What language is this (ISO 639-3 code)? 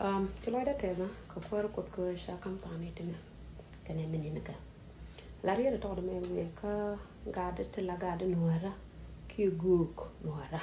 nus